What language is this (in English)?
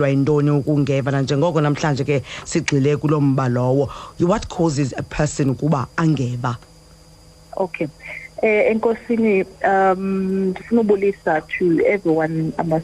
Xhosa